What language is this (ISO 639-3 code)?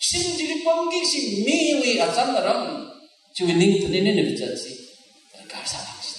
nmf